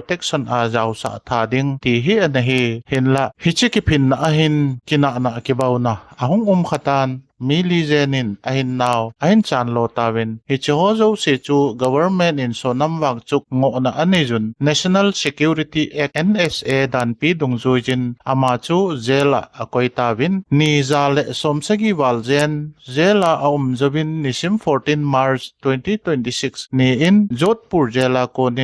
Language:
Thado Chin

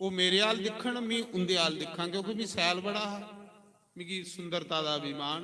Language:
Dogri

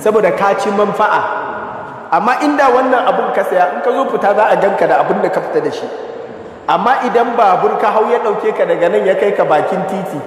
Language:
Hausa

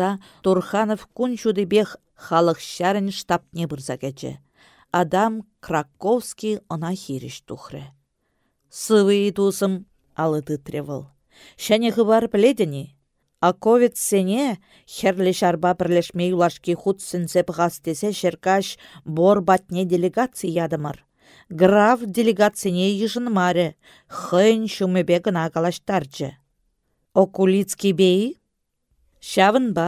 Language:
Chuvash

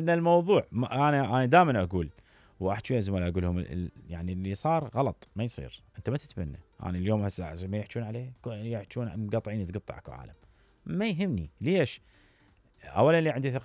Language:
Mesopotamian Arabic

